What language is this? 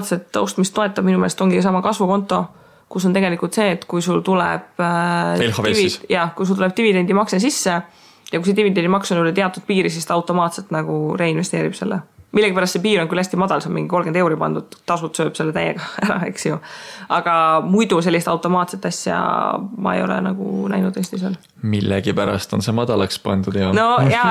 Estonian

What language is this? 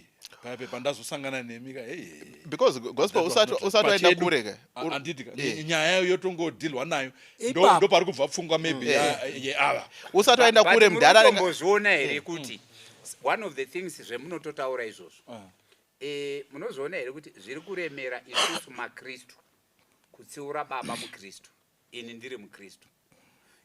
Shona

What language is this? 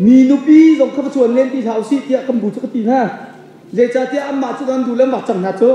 Hakha Chin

